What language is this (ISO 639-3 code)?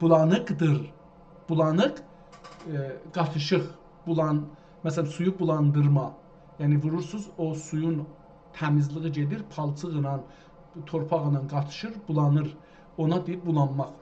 azb